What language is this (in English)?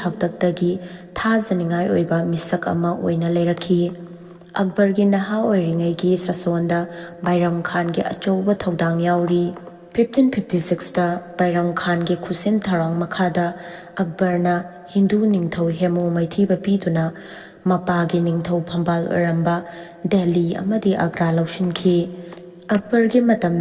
Manipuri